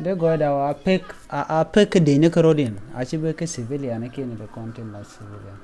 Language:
Nuer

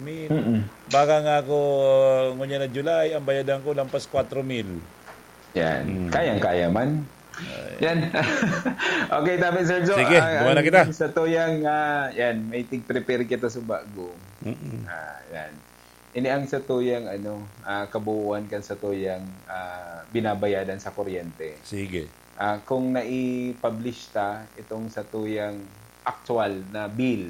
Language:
Bikol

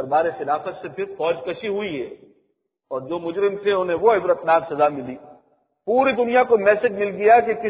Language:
Urdu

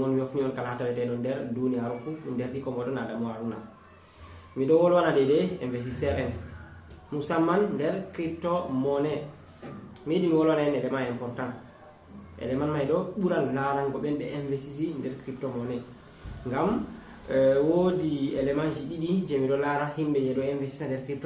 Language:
Fula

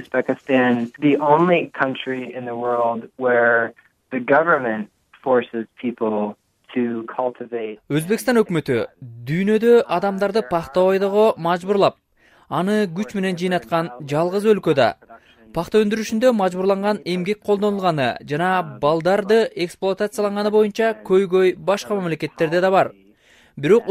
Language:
Kyrgyz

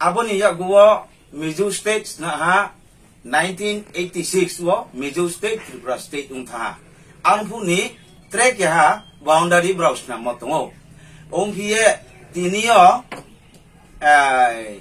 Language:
Riang (India)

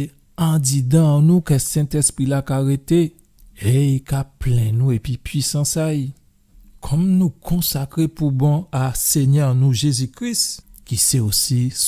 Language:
Guadeloupean Creole French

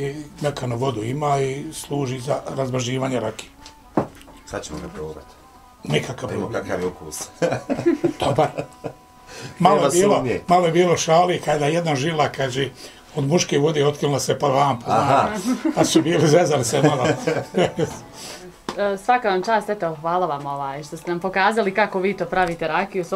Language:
Bosnian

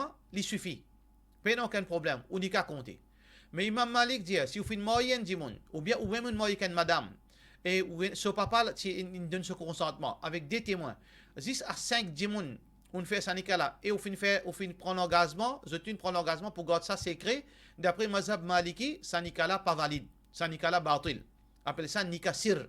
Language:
Morisyen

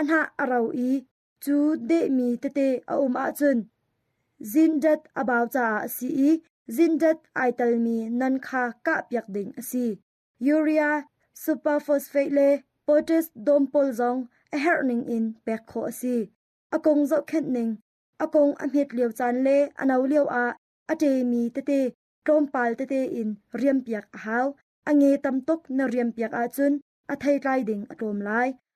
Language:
Hakha Chin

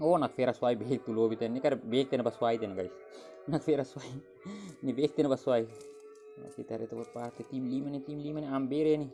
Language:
Tetum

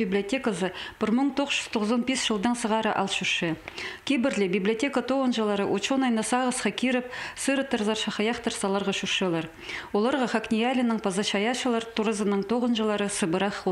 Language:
Khakas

